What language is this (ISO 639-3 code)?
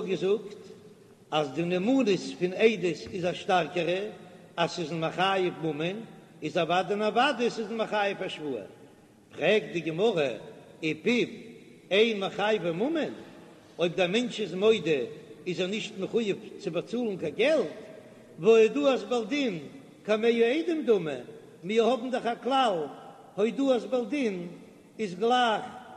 yid